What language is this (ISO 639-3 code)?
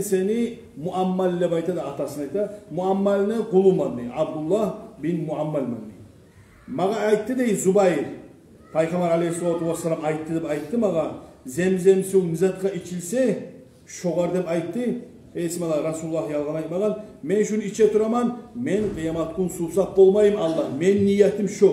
kum